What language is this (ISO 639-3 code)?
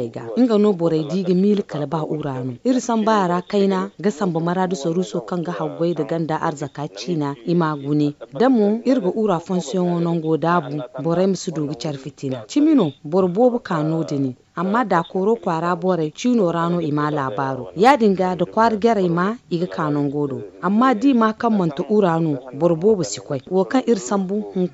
dje